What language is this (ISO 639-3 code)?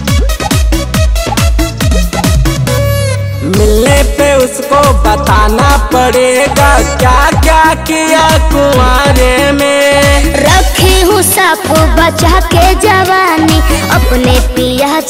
bho